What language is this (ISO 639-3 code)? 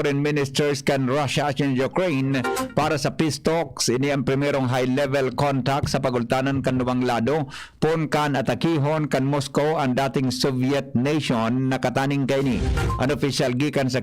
bik